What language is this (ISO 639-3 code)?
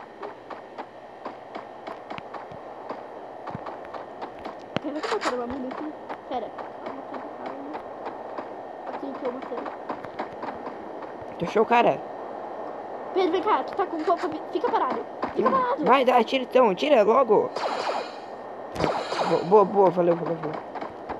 por